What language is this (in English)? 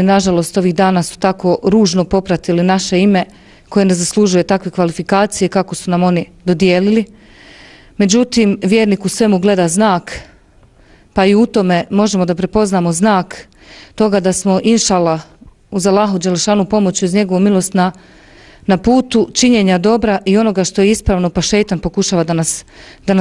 Bosnian